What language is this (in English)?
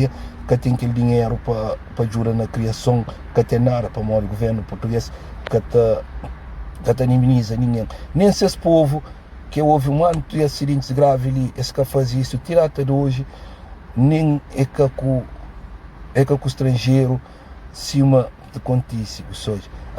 Kabuverdianu